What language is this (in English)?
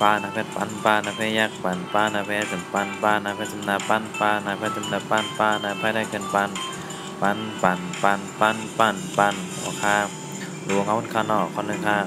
Shan